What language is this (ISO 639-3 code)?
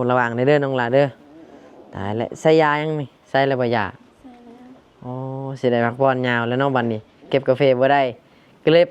lao